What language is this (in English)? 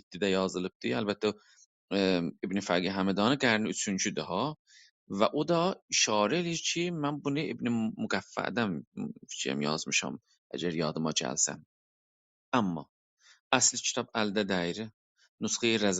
South Azerbaijani